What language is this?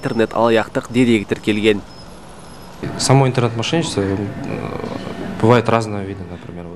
Kazakh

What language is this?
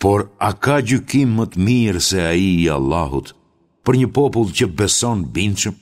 Albanian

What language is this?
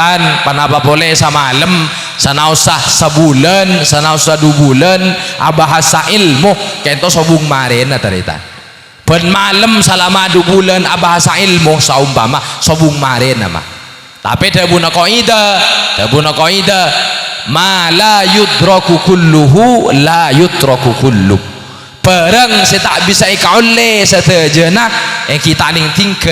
Madurese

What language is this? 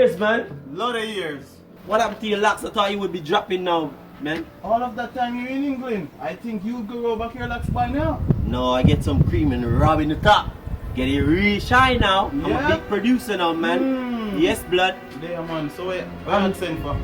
Jamaican Creole English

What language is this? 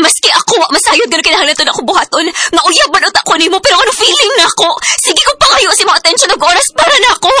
Cebuano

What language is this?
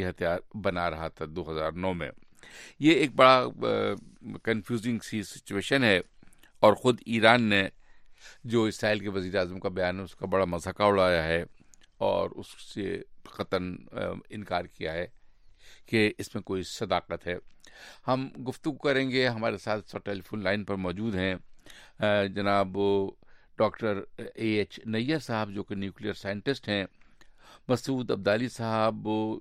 Urdu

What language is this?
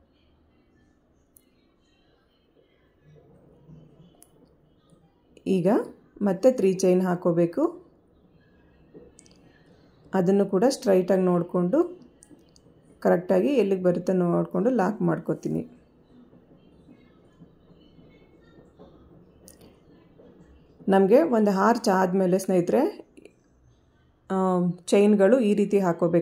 Kannada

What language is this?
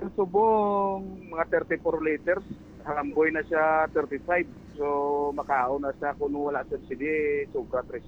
Hiligaynon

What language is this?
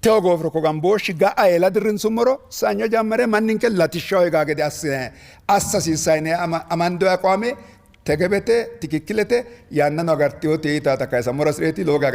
Sidamo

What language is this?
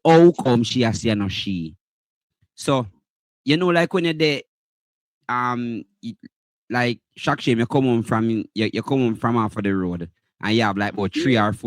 Jamaican Creole English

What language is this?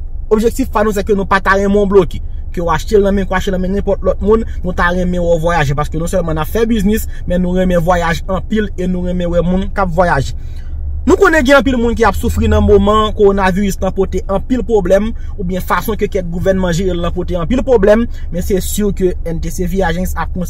Haitian Creole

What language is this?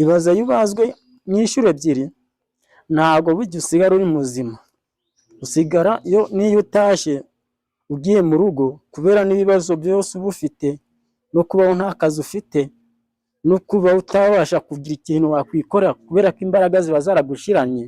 Kinyarwanda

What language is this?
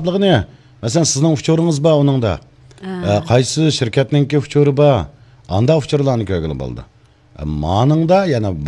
Uyghur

